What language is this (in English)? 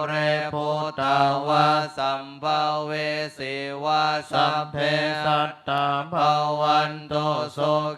Pali